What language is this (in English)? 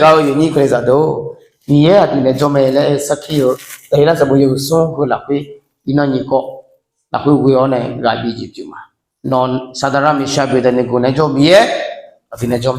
Akha